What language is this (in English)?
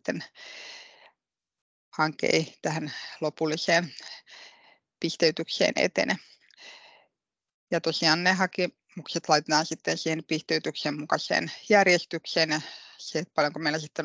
Finnish